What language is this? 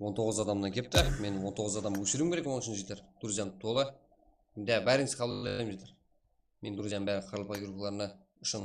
Kara-Kalpak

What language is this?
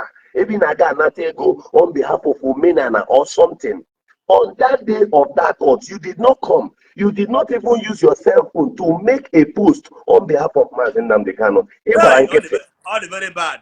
Igbo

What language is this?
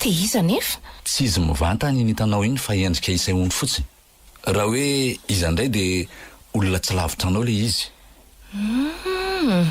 Malagasy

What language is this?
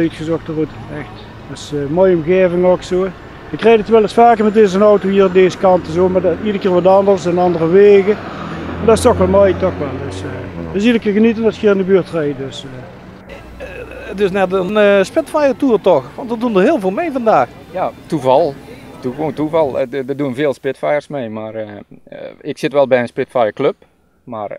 Dutch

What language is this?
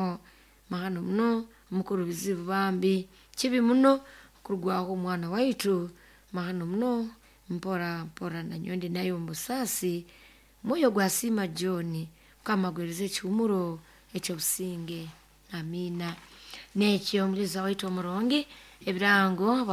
Nyoro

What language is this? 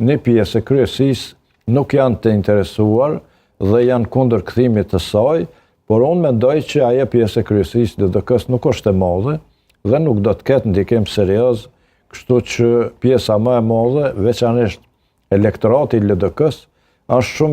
Albanian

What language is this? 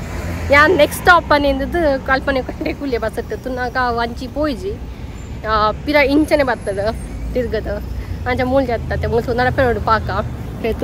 Tulu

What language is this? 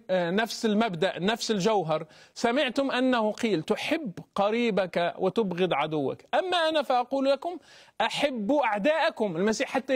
Arabic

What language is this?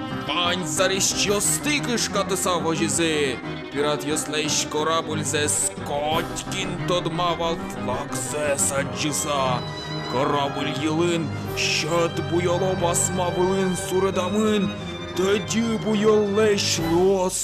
Udmurt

